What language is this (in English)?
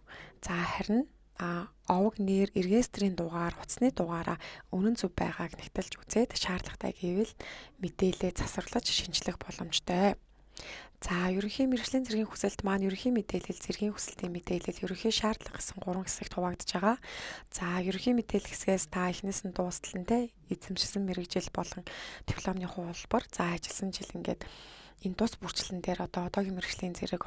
Mongolian